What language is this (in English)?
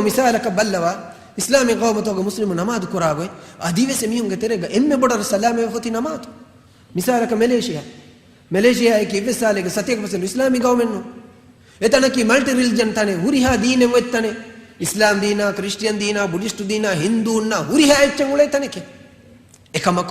Divehi